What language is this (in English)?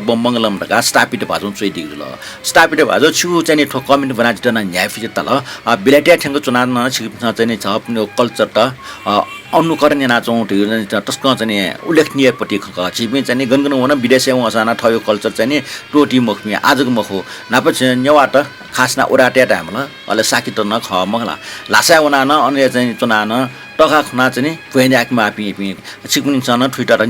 Newari